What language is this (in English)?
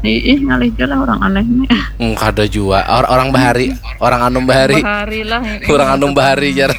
Banjar